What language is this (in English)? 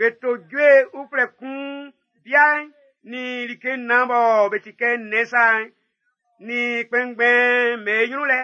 Baoulé